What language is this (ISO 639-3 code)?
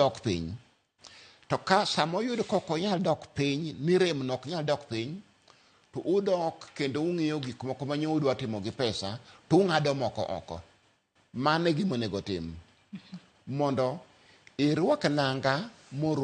luo